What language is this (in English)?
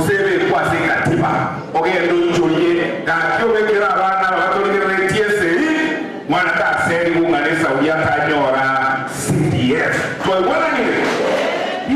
Gusii